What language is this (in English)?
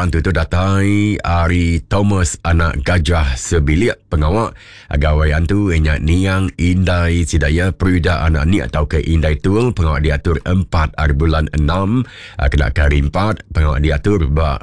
Iban